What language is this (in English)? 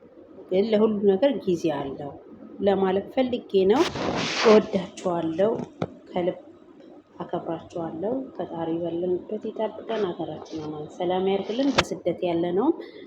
Amharic